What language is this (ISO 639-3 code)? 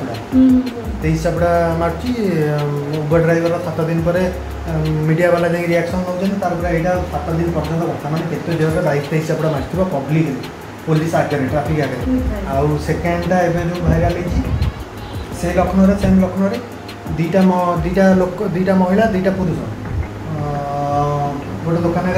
ori